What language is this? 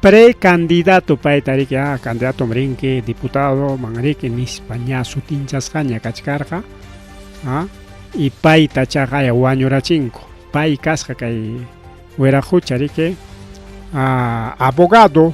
Ayacucho Quechua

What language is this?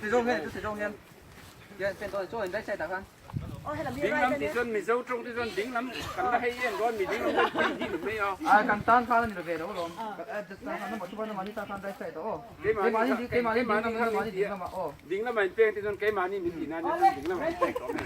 Mizo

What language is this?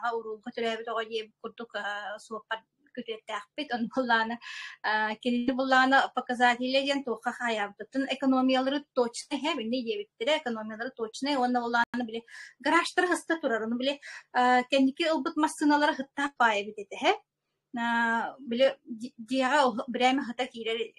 Yakut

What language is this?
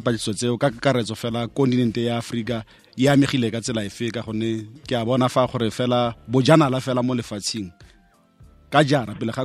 Tswana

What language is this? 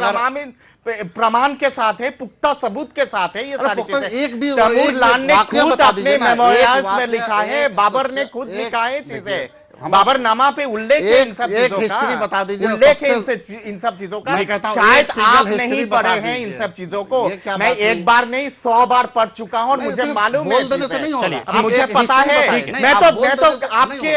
Hindi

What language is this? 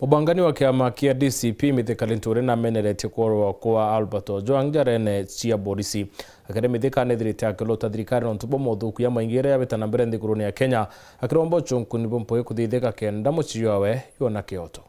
Meru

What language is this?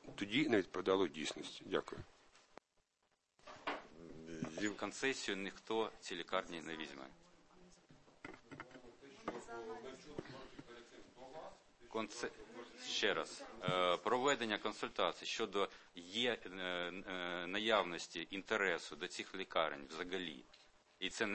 Ukrainian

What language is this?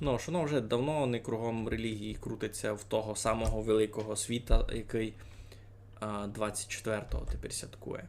Rusyn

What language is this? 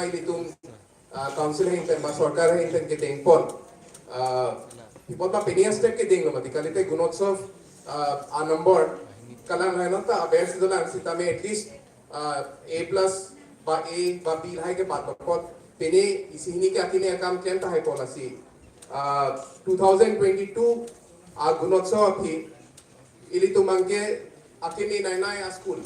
Karbi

